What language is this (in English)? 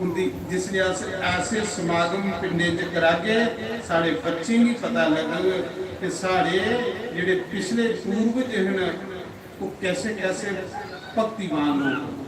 Dogri